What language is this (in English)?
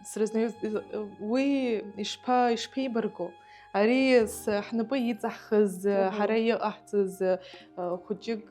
Abkhazian